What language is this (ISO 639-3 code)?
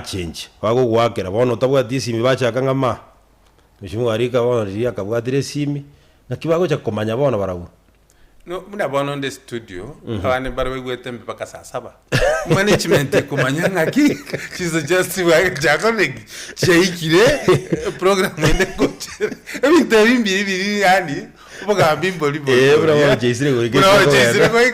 guz